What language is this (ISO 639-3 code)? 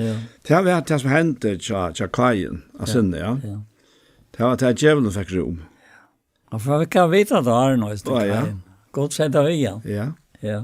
fao